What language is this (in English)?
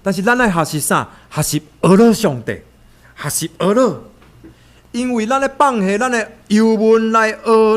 Min Nan Chinese